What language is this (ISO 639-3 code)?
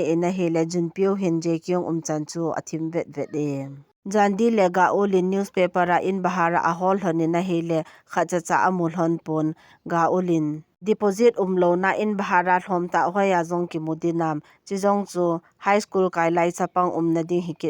tcz